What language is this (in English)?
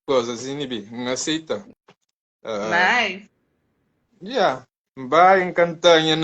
Kabuverdianu